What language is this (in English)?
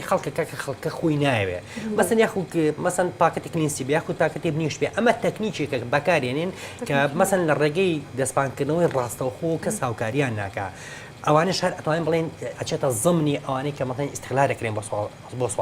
Central Kurdish